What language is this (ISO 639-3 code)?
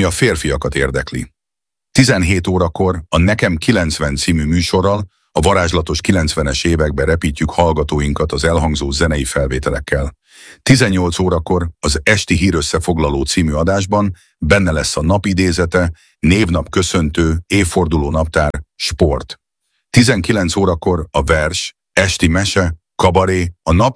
hun